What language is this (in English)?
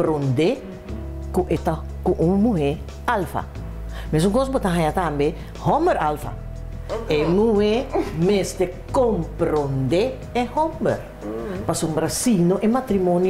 Papiamento